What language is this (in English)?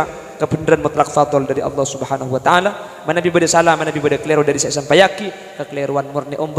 Madurese